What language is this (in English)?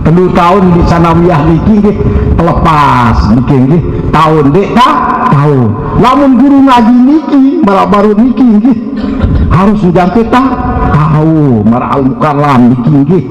Sasak